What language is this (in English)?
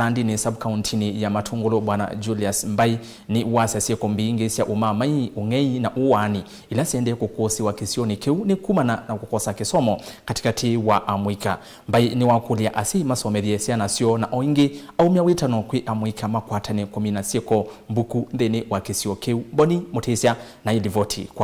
Kamba